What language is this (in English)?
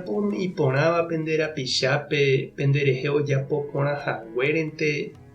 Guarani